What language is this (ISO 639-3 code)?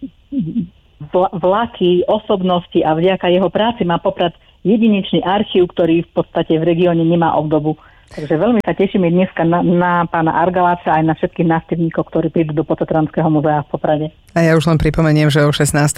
slk